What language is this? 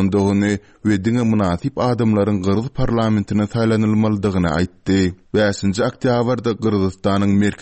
Turkmen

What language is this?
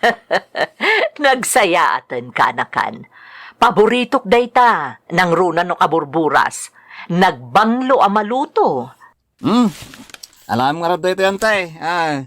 Iloko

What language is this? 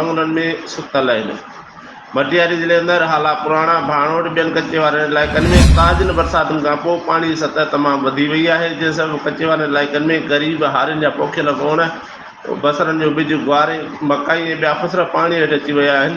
Sindhi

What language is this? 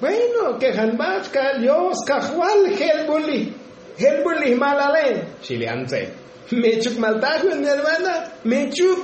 Tzotzil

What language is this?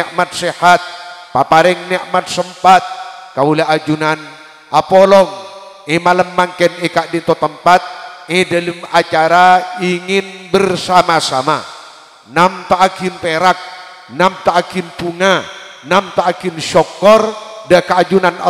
Madurese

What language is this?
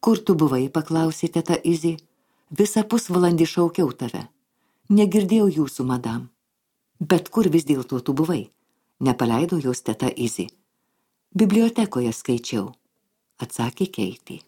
Lithuanian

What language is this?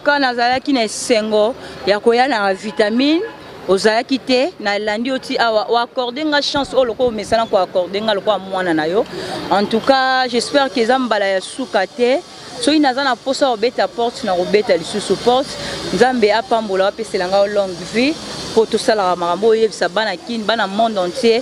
Lingala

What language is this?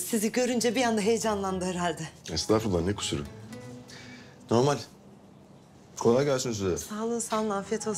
Turkish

